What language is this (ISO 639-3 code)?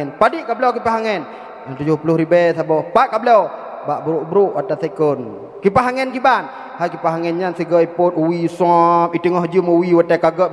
ace